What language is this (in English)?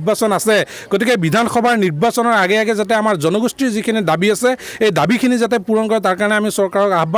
Assamese